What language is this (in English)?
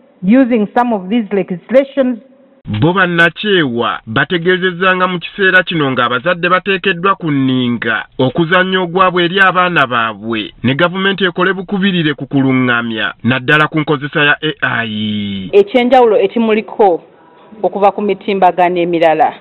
Ganda